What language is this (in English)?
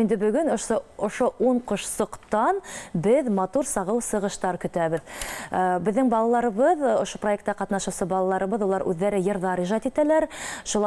Bashkir